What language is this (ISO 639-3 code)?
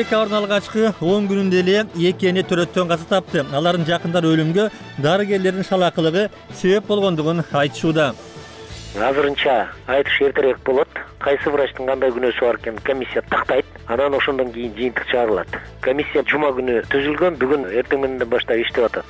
kir